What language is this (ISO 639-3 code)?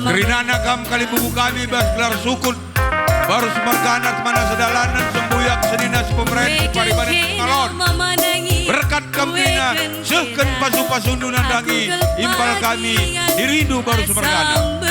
btx